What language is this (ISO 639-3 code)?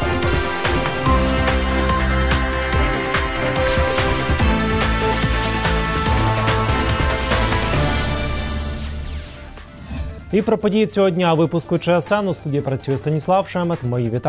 ukr